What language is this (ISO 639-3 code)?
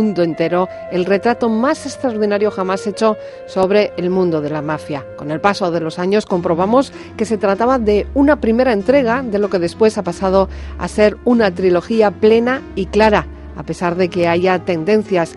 spa